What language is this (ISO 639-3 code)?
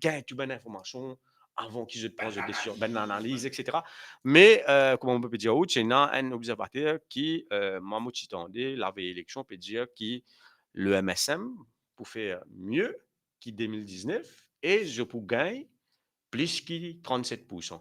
mfe